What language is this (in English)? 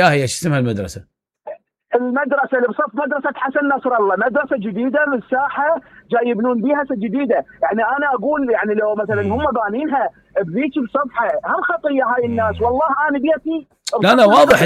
Mesopotamian Arabic